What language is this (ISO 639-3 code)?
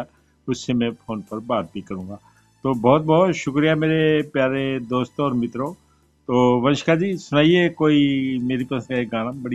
hin